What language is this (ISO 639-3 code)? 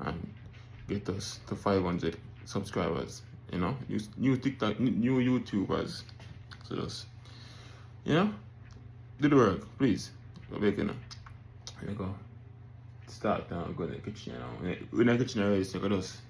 jam